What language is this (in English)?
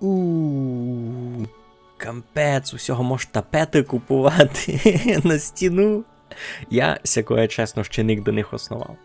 Rusyn